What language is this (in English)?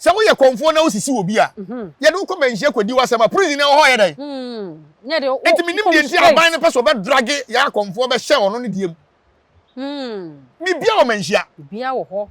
Akan